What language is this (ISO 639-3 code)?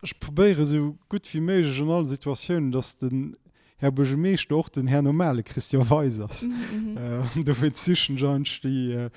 ltz